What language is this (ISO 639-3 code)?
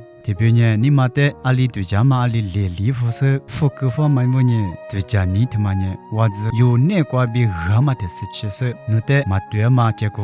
lis